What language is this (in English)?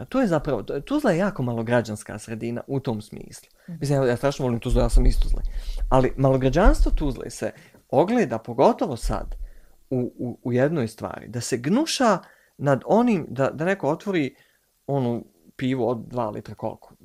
Bosnian